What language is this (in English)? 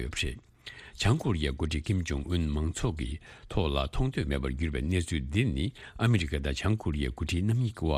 Tibetan